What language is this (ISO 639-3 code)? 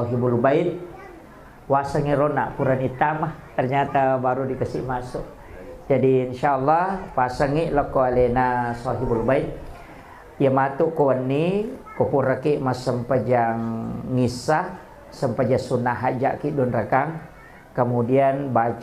bug